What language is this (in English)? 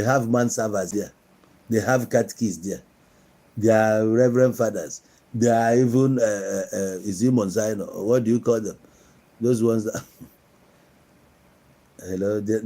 Igbo